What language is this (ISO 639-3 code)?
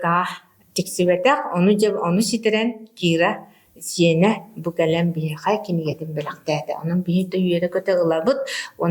sah